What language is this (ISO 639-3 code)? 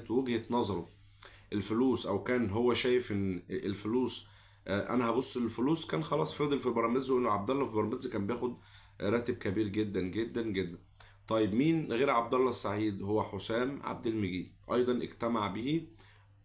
arz